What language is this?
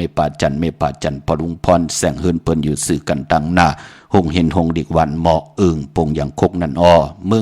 Shan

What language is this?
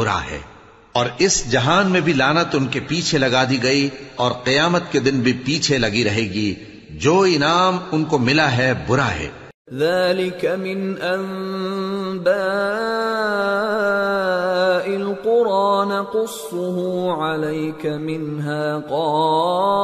Urdu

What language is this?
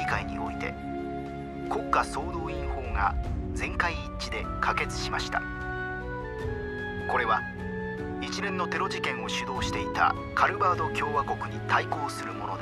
Japanese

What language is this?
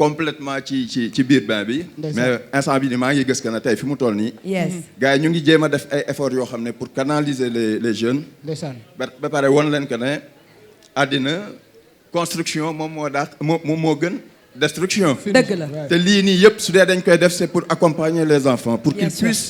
Wolof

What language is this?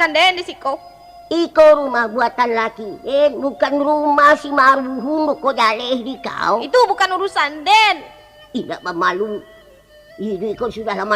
Minangkabau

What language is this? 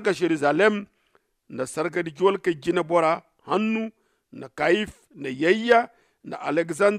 Zarma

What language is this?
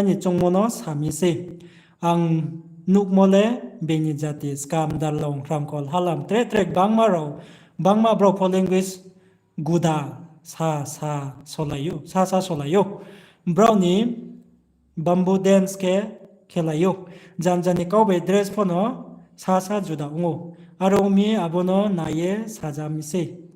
Riang (India)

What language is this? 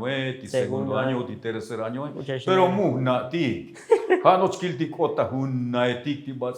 Tzotzil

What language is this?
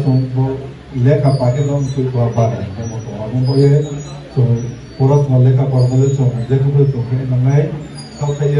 Riang (India)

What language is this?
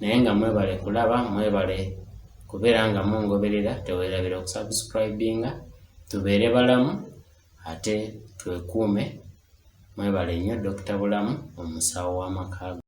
Ganda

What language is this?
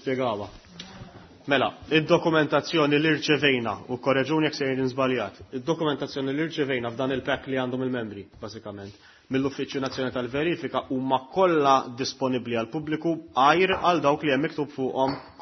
Maltese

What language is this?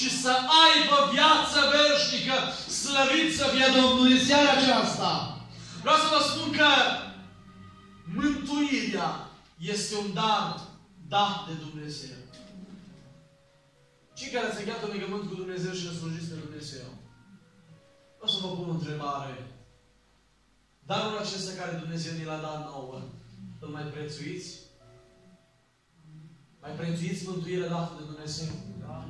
Romanian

